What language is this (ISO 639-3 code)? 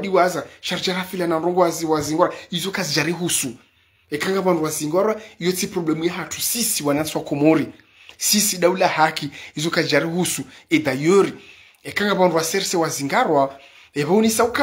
zdj